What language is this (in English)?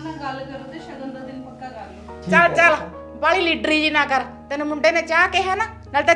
Punjabi